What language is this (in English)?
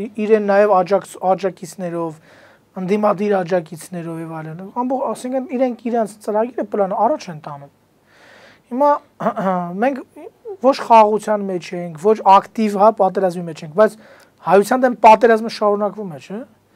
Armenian